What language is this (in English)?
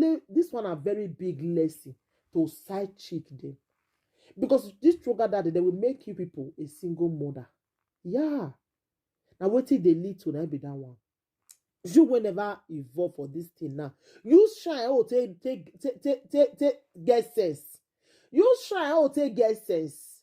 Nigerian Pidgin